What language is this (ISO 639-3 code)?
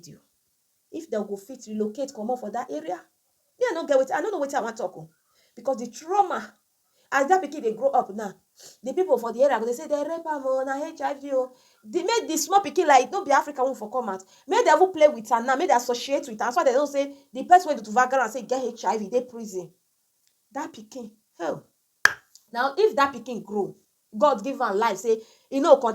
pcm